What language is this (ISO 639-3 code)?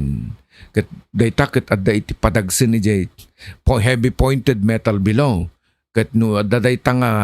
ilo